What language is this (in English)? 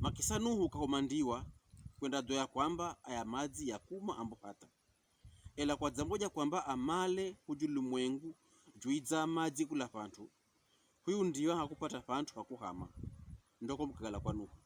Pokomo